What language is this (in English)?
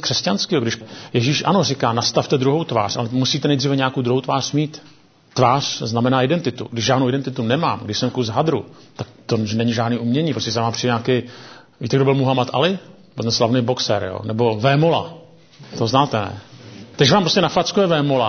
Czech